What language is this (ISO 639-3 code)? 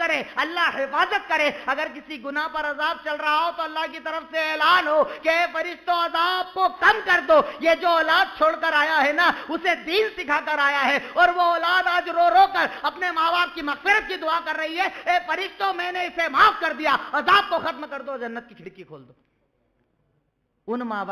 urd